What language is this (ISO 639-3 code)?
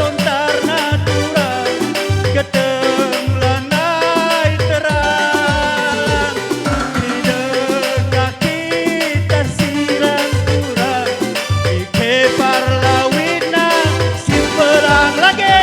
btx